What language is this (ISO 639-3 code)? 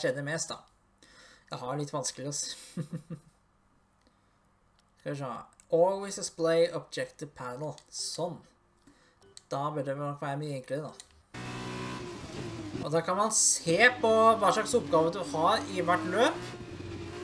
nor